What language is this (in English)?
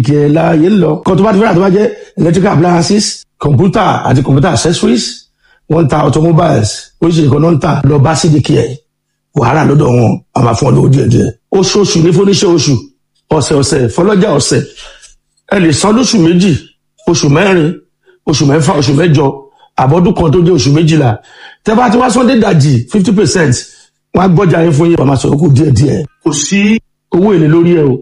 Yoruba